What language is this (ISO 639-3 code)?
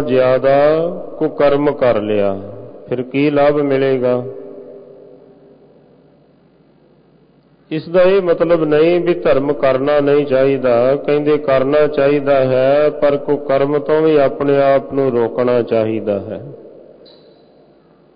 pan